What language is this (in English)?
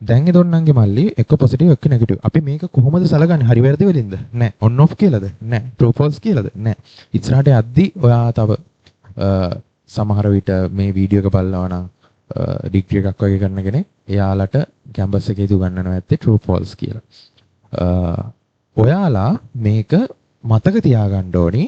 Sinhala